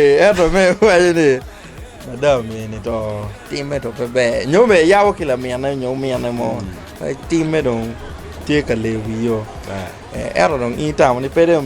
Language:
Acoli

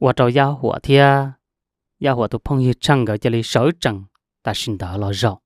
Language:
Hmong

